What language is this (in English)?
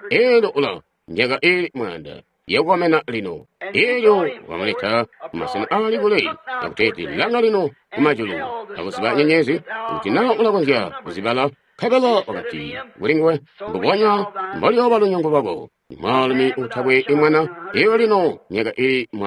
Tonga (Zambia)